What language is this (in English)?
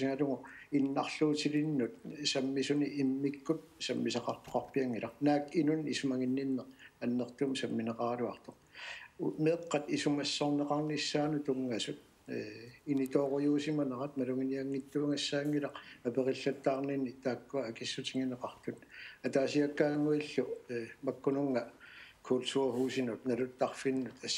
Kalaallisut